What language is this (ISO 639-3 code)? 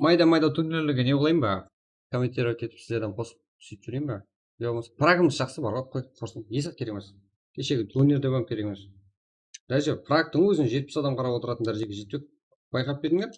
kaa